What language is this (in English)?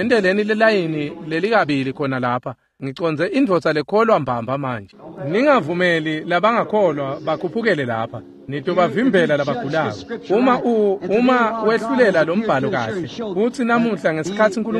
Swati